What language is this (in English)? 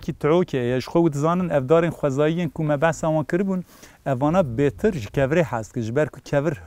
Kurdish